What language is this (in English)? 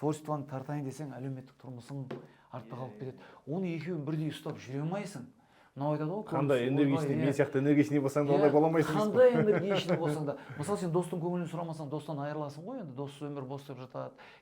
Kazakh